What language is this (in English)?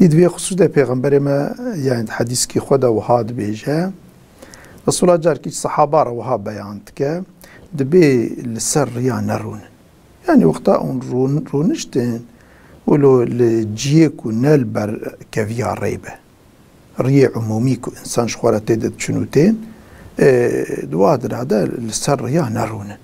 Kurdish